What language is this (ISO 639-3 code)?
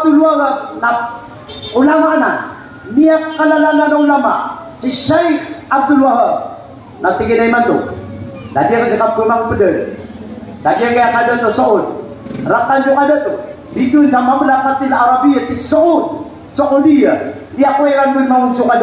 mrw